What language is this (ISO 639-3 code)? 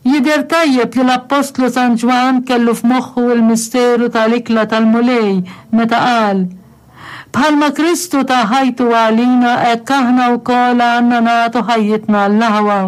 mlt